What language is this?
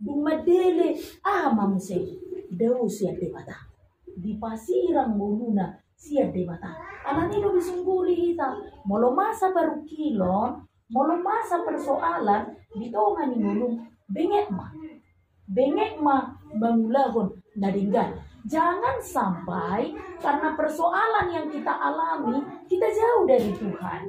Batak Toba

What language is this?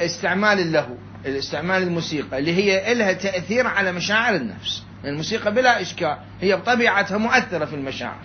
Mesopotamian Arabic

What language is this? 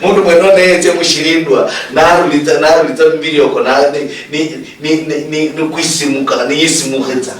Luyia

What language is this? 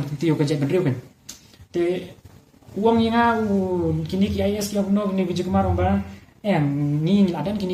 Khasi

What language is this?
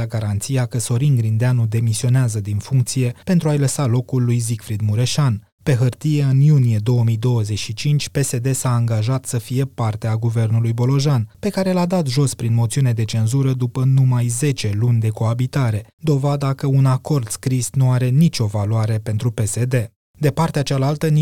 Romanian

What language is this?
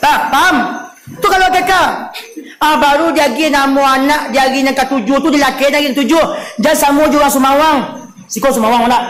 Minangkabau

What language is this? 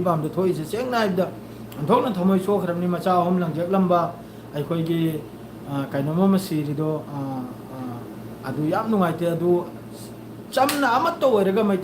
Manipuri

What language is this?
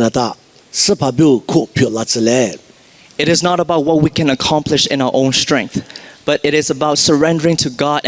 Lisu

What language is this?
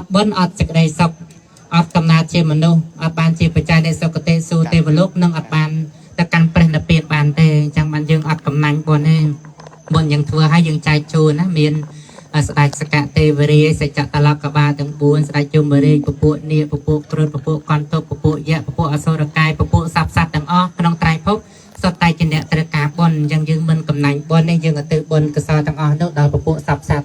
Khmer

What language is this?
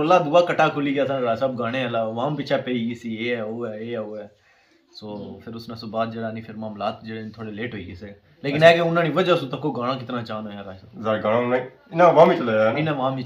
Pahari-Potwari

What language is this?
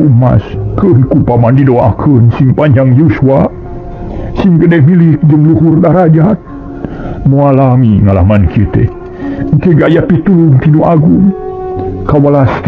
Sundanese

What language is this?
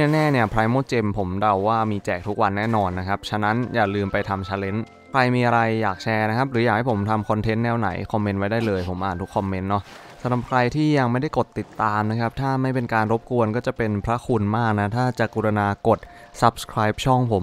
Thai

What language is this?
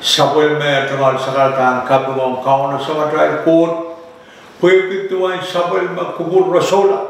Pohnpeian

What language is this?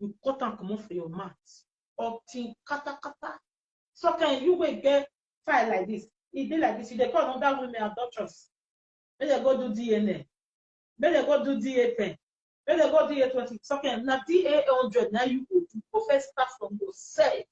Nigerian Pidgin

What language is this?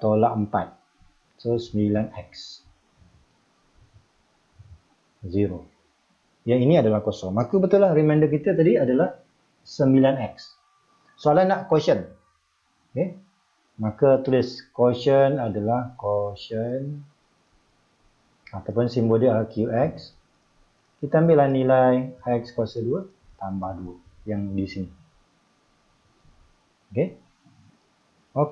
Malay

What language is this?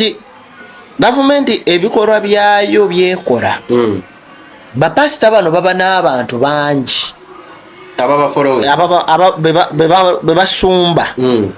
Ganda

